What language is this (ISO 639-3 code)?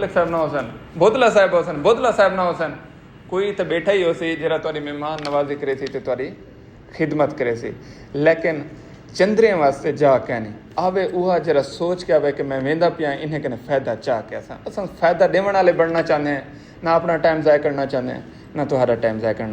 skr